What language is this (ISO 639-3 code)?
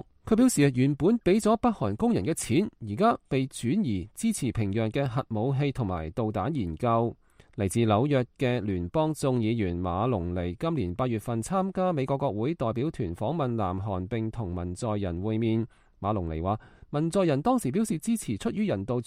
yue